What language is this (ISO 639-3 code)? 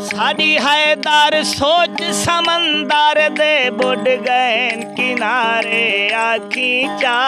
skr